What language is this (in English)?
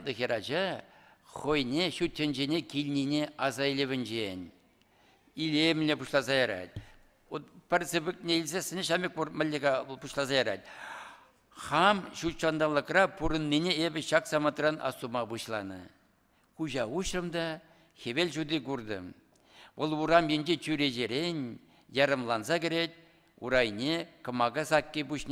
Chuvash